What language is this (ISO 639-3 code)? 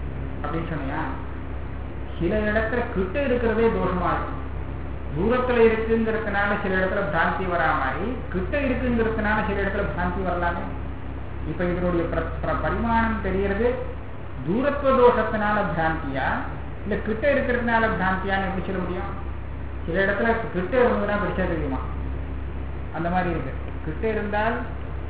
tam